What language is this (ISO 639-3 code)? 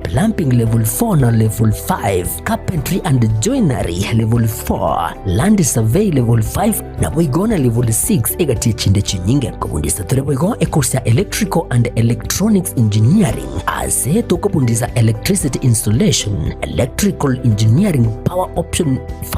guz